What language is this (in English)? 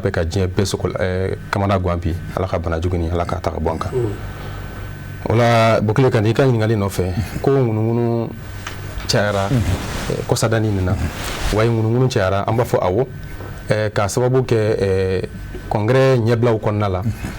Bambara